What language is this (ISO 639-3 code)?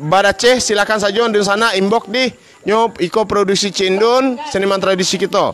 min